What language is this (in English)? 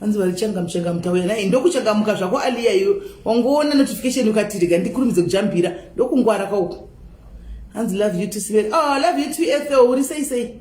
Shona